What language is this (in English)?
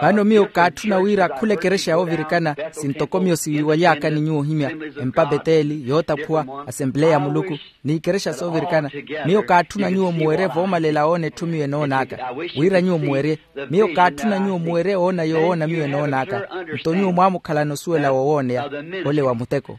Makhuwa